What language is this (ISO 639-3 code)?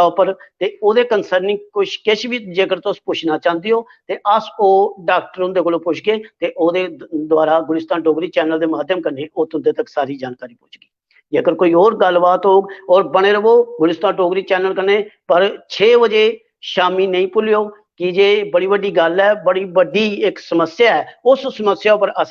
doi